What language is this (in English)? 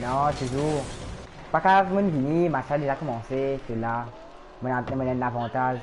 Morisyen